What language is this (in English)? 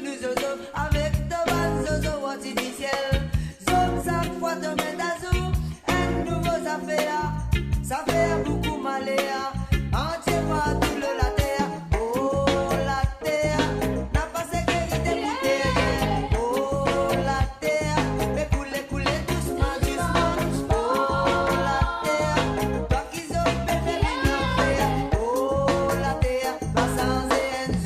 Morisyen